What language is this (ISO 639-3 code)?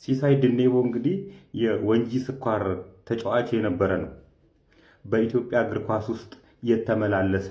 amh